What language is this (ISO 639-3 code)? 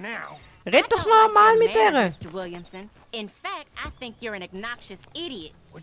gsw